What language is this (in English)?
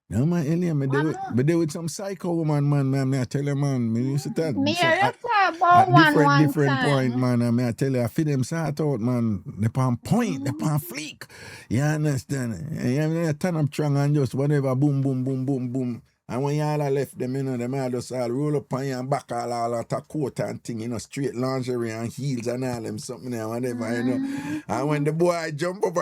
Jamaican Creole English